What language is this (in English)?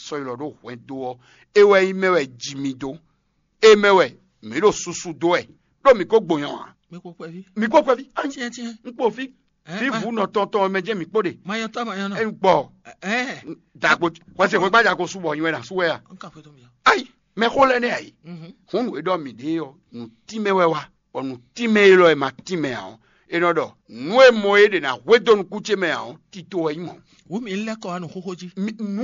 Fon